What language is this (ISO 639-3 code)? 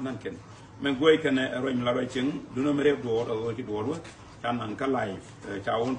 nus